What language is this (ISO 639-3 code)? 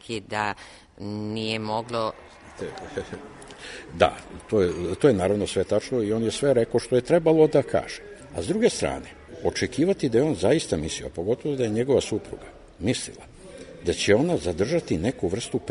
srp